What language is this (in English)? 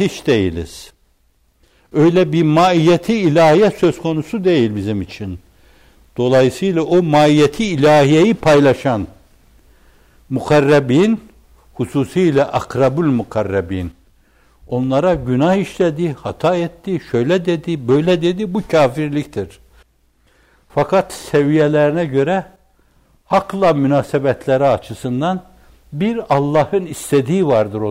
Turkish